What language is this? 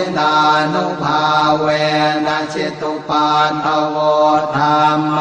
Pali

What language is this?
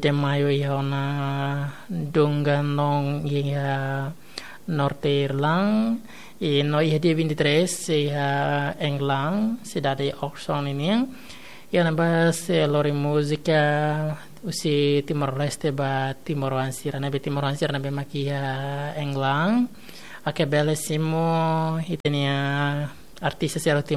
Tetum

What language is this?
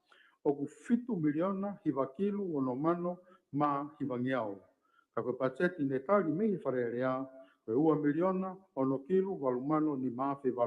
Tongan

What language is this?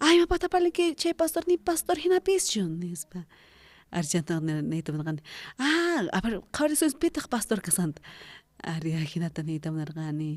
South Bolivian Quechua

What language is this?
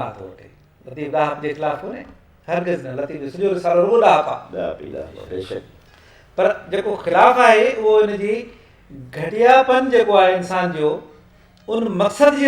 Sindhi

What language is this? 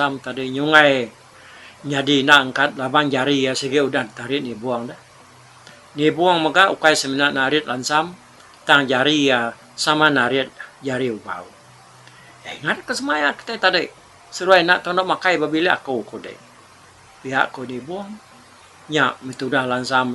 Iban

